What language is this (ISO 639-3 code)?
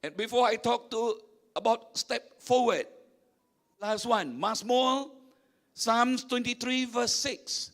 iba